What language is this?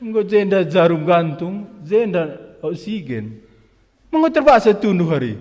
Batak Karo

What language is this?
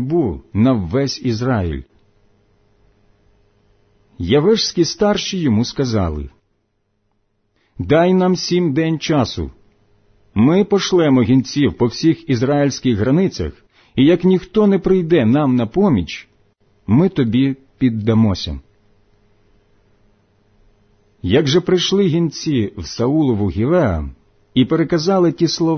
Ukrainian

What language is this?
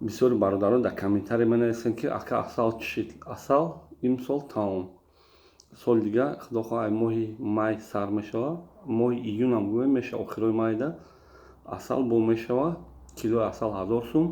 Tajik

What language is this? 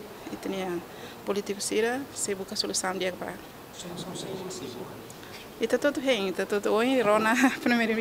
Tetum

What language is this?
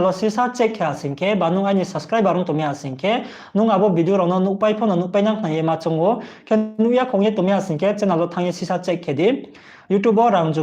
Riang (India)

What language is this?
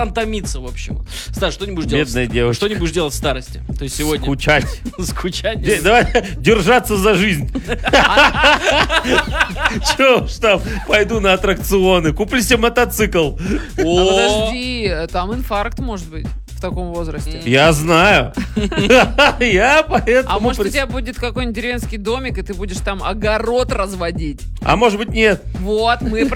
Russian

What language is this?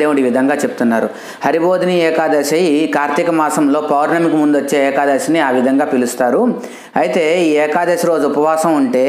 Telugu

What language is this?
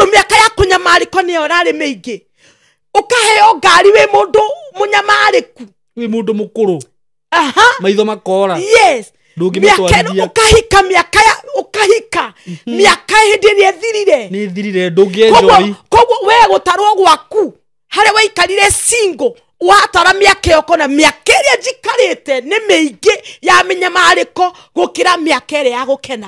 Kikuyu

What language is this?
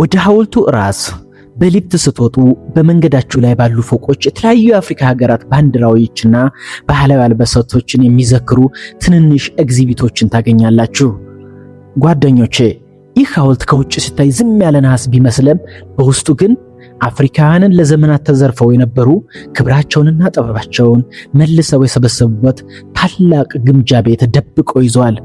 Amharic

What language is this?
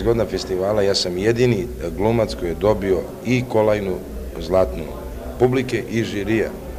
Serbian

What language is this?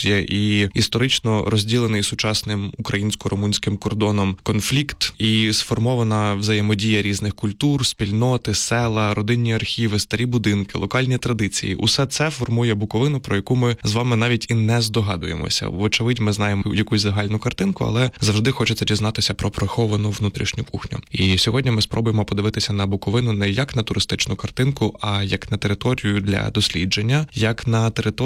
Ukrainian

